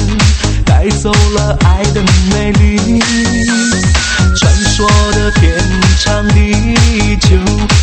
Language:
Chinese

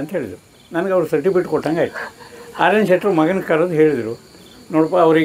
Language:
Kannada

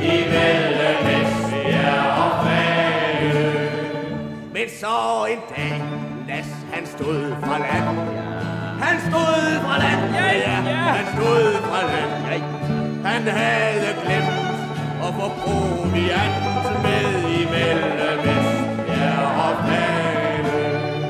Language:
Danish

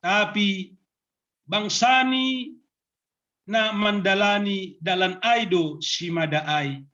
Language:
Batak Simalungun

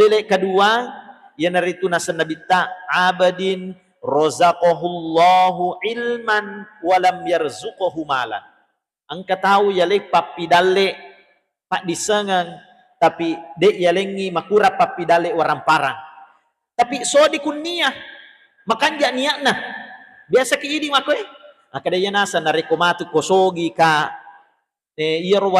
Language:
Buginese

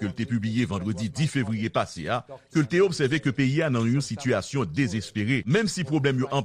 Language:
Haitian Creole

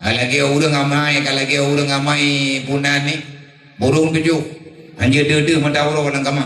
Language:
Achinese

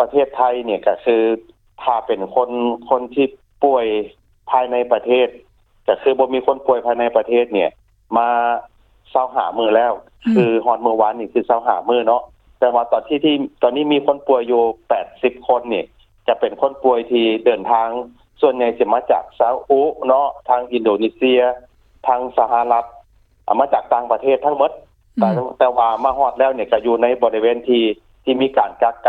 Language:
Lao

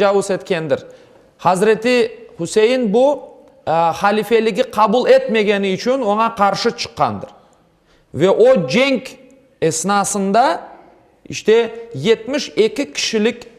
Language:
Crimean Tatar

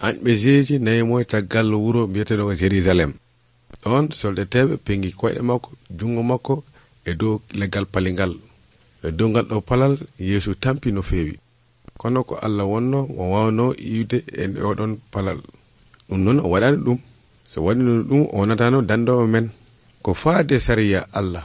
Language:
Nigerian Fulfulde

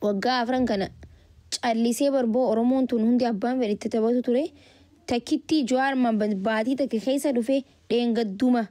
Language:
Oromo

